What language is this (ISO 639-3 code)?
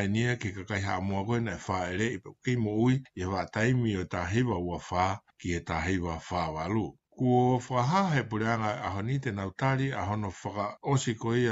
ton